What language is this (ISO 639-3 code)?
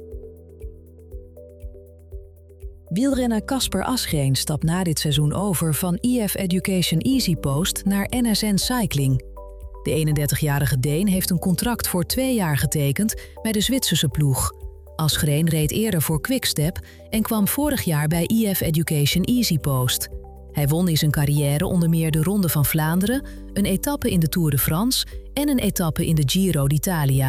nld